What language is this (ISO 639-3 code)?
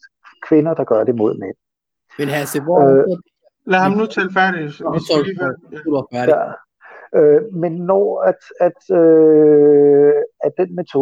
dan